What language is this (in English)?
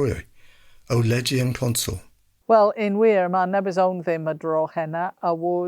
Cornish